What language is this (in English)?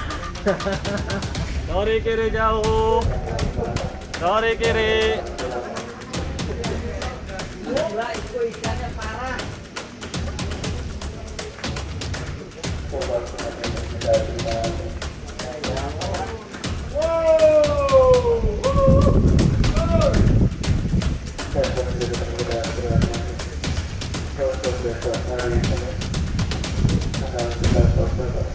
Indonesian